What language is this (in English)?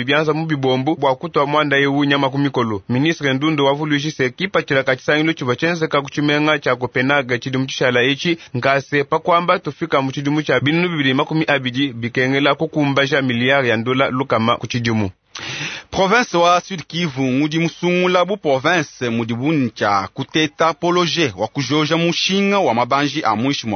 Luba-Lulua